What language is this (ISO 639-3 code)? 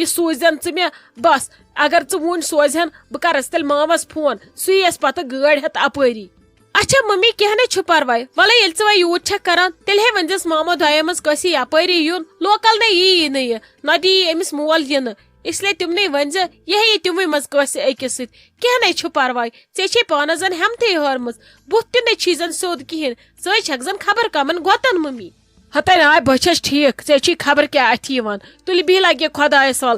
kas